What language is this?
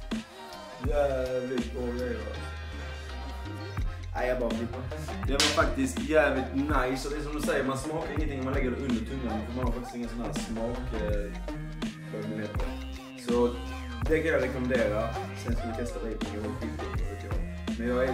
Swedish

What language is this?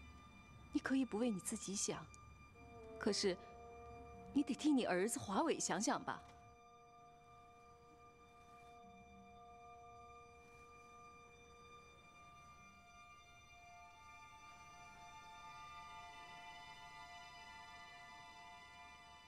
Chinese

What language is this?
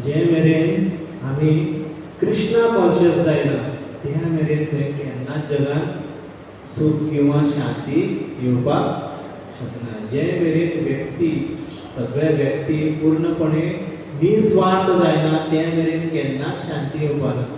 Konkani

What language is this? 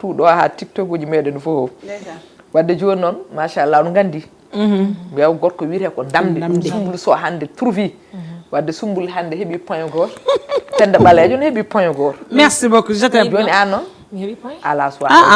Fula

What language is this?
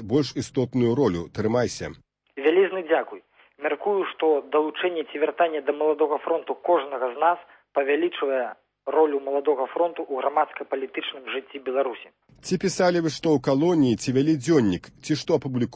Belarusian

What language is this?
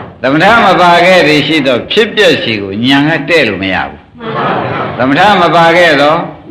Burmese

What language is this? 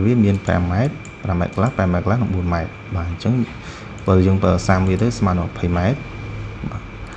Khmer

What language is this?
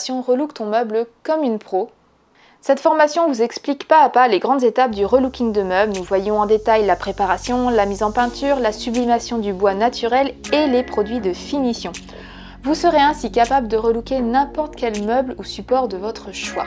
French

